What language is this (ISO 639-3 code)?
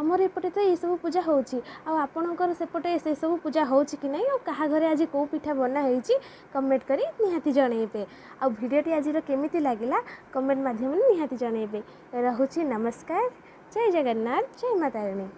ori